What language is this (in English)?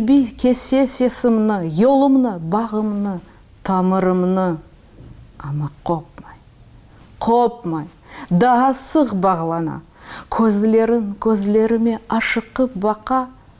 Crimean Tatar